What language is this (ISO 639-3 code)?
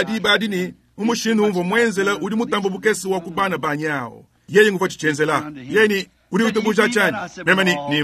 lua